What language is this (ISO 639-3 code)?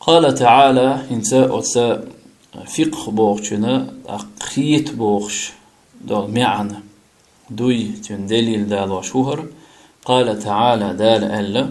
che